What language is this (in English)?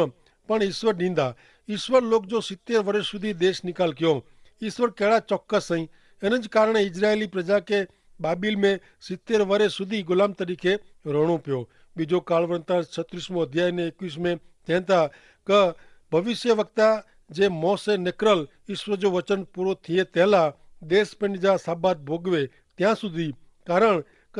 Kachhi